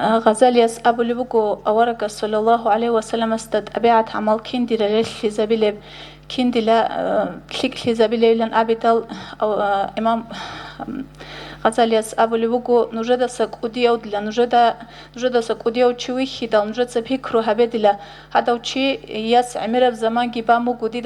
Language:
Avaric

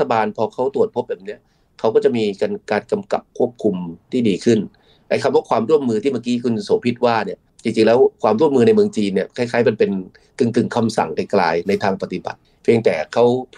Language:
Thai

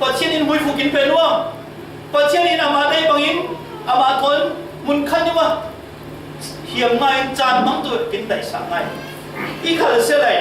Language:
Falam Chin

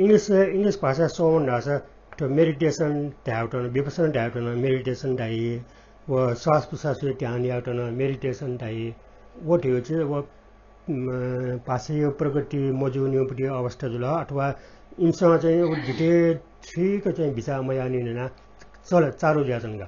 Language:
Newari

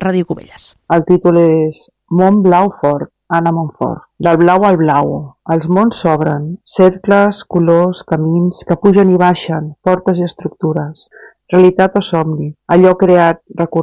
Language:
Catalan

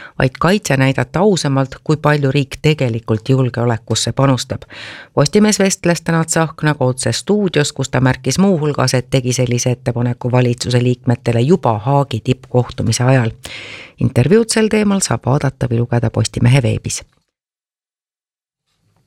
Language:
Estonian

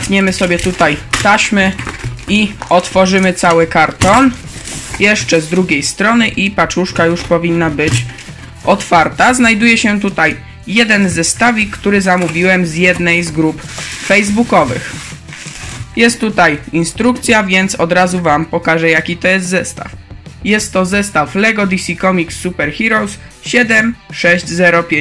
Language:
Polish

